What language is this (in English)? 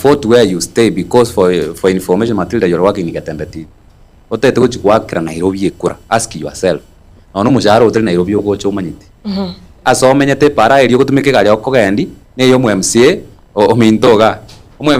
Gusii